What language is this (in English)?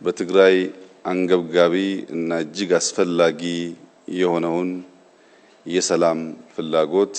Amharic